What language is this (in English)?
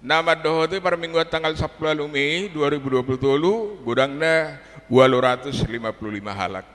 Batak Toba